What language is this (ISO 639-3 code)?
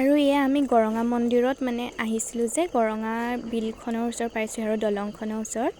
asm